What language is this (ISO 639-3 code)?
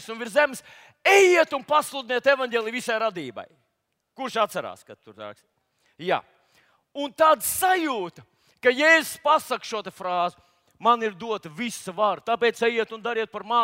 lav